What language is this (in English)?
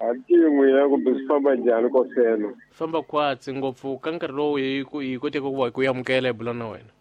Tsonga